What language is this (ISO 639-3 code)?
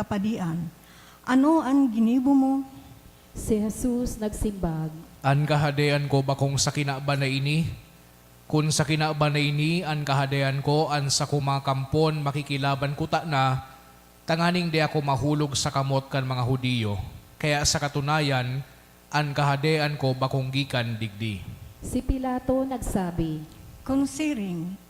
bik